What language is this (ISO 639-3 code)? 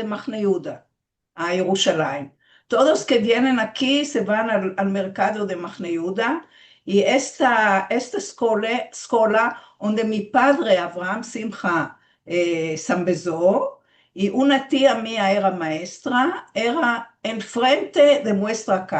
lad